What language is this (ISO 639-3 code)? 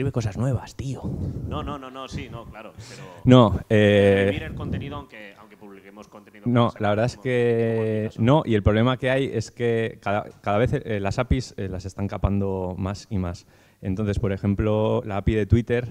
spa